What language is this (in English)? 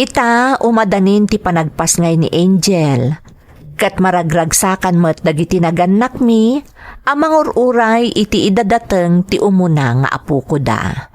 Iloko